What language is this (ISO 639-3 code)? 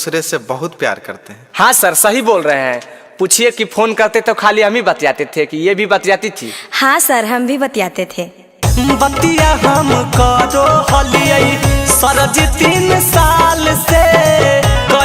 mag